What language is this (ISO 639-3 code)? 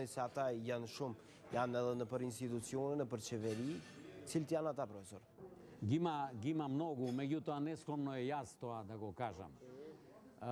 sqi